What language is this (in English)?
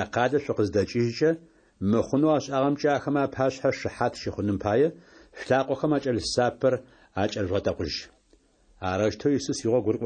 Adyghe